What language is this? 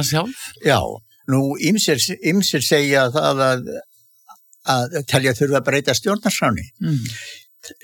Icelandic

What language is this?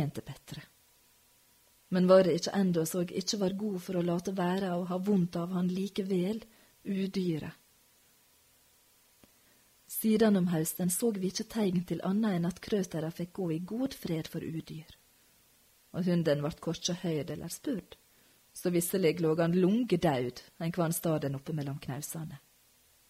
Norwegian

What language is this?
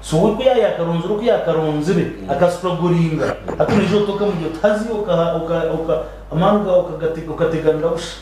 Nyankole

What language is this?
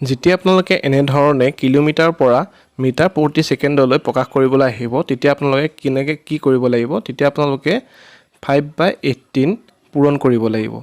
Assamese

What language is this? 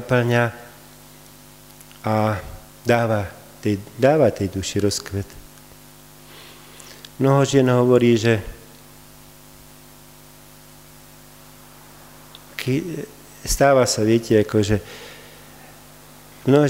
Slovak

